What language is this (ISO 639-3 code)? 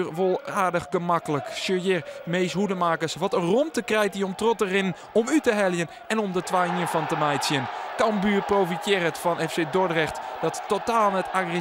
fry